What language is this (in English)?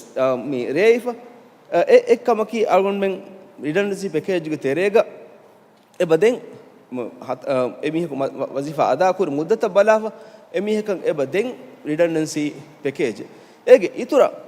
Divehi